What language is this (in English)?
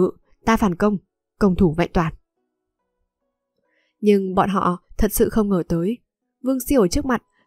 Vietnamese